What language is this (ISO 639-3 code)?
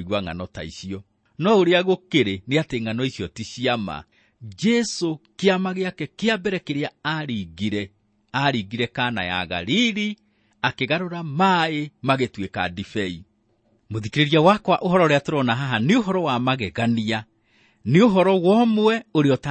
kik